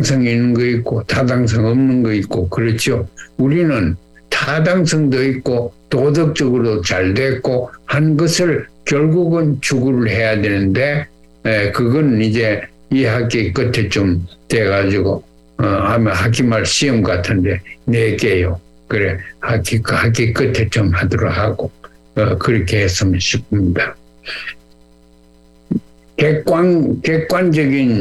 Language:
Korean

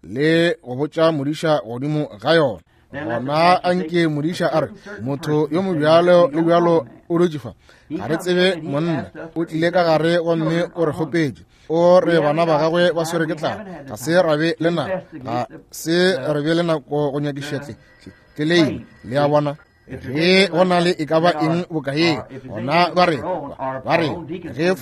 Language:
Northern Sotho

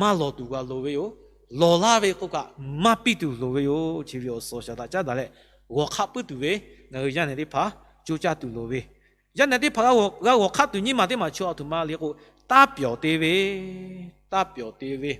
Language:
Lahu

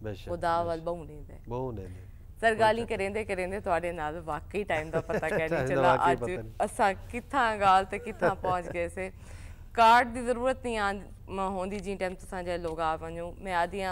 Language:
Saraiki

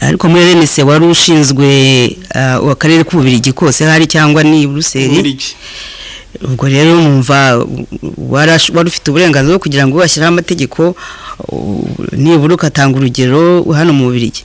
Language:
Kinyarwanda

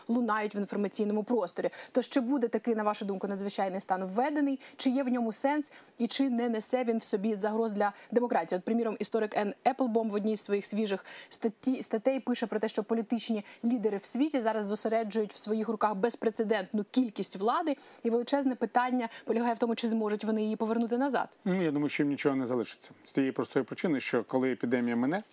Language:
Ukrainian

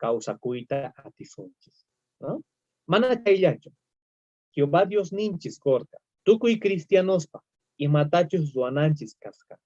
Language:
South Bolivian Quechua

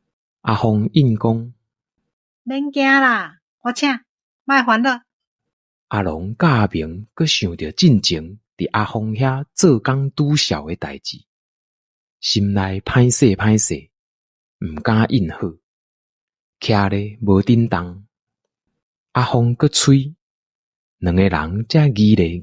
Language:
Min Nan Chinese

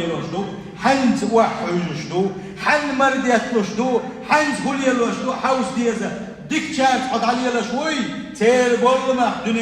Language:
Chechen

